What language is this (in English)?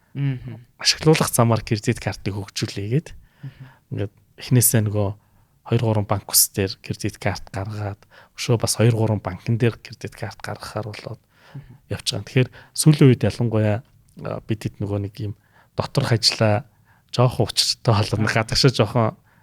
Mongolian